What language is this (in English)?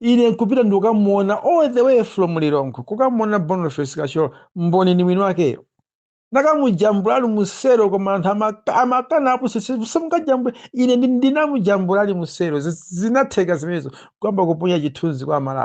Nyanja